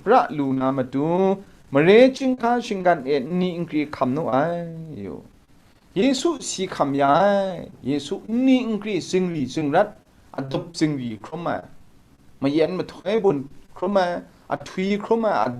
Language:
Kachin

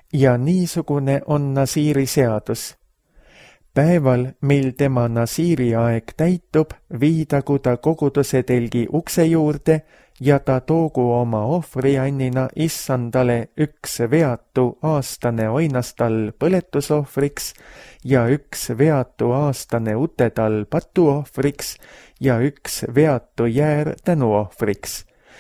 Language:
Estonian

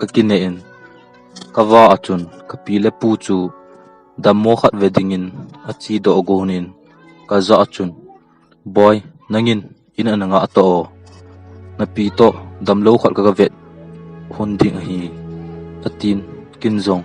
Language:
Thado Chin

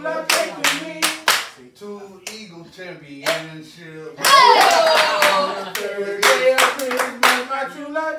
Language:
English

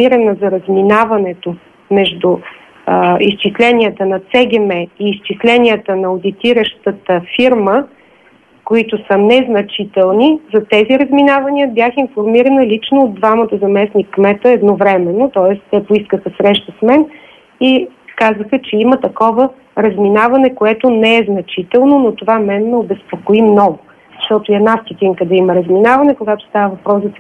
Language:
Bulgarian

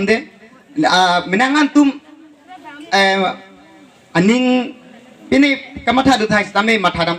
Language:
Karbi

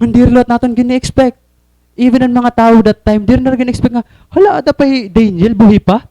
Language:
Waray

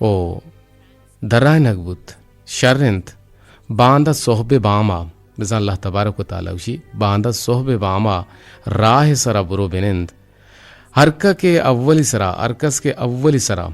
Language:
Eastern Balochi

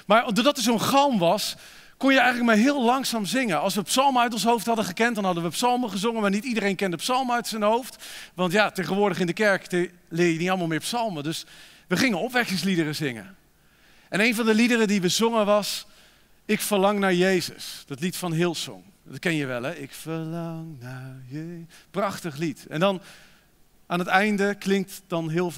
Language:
Dutch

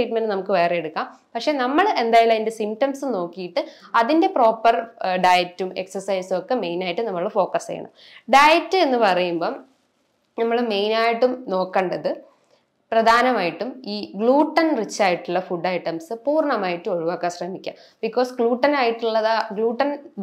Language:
Malayalam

